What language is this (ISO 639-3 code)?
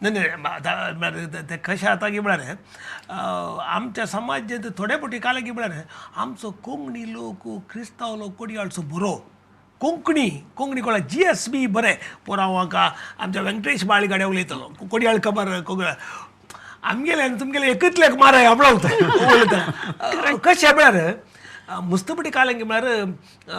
kok